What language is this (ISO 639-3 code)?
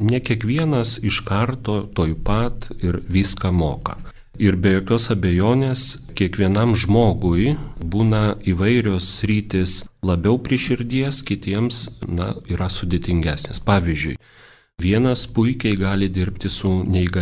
lit